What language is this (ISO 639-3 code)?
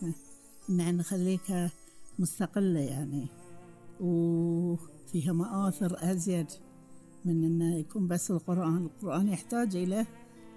afb